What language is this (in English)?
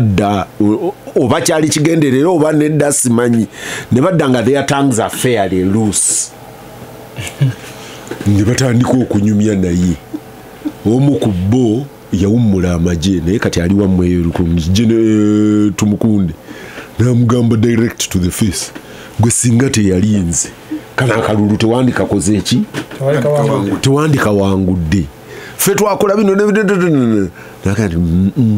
Ganda